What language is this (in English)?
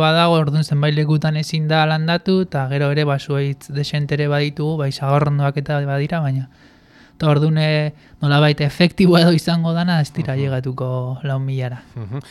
Basque